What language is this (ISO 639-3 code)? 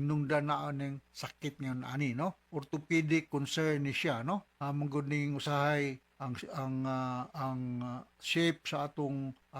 ceb